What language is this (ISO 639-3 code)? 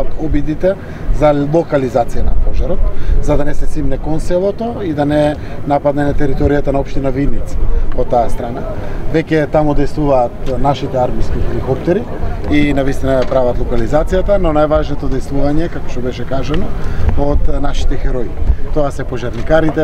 mkd